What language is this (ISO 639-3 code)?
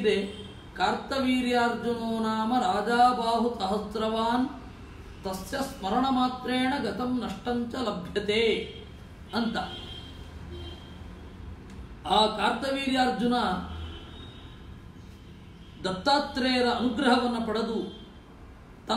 kan